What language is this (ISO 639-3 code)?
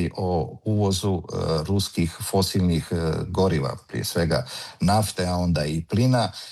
hrv